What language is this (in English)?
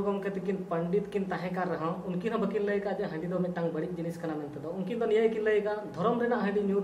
Santali